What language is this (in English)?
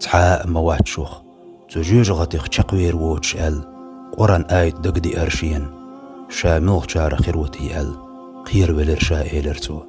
Chechen